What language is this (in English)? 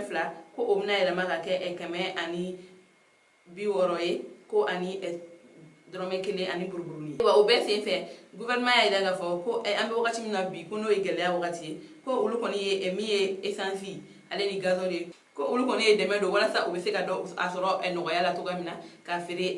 Bambara